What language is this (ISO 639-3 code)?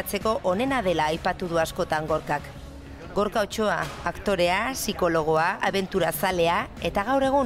eus